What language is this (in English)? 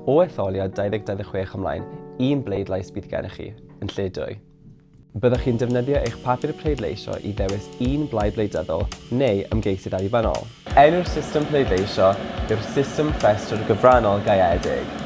Welsh